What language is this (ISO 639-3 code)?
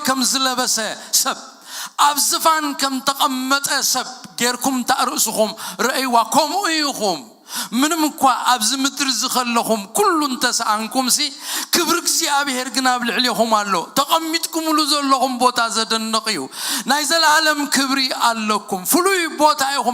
tir